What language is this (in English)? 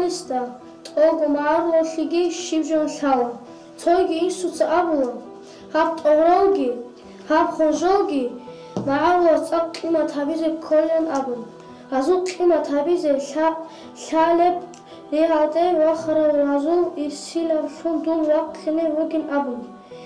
Avaric